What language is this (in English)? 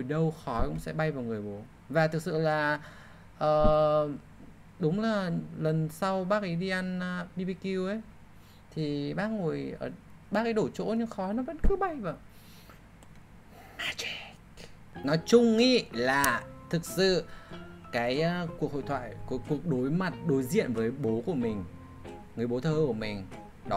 Vietnamese